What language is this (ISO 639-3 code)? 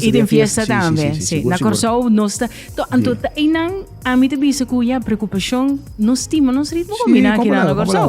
pap